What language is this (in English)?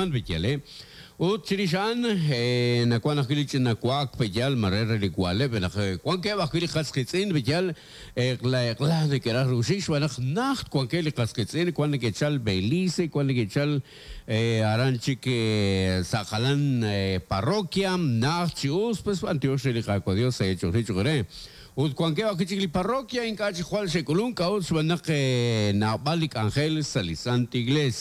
Kekchí